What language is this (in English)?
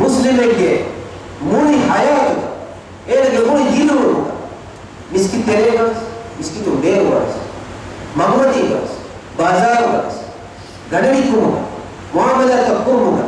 Divehi